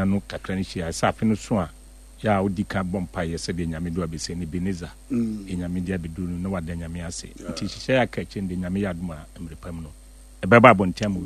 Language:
Akan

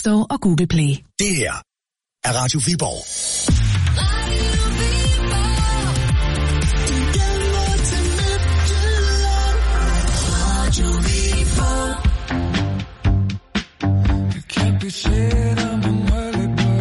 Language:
Danish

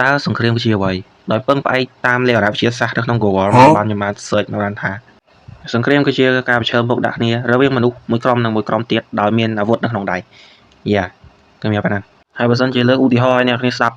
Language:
Khmer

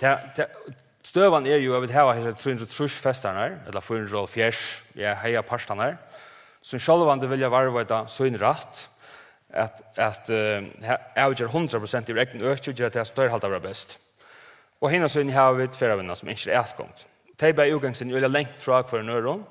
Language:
Faroese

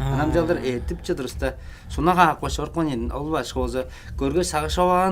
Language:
Tuvinian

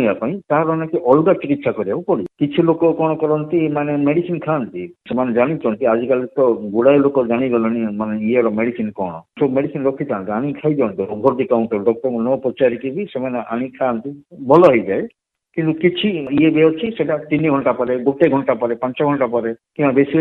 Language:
Odia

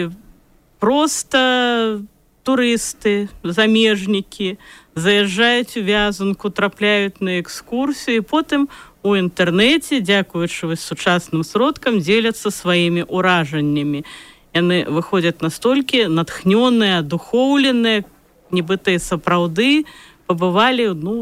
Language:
Belarusian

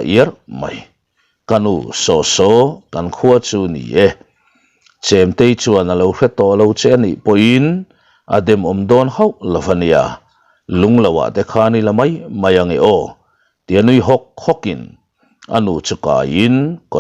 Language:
Mizo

